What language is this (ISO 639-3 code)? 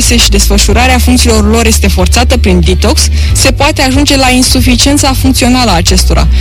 ron